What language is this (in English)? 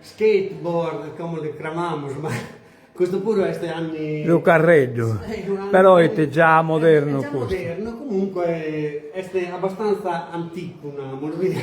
Sardinian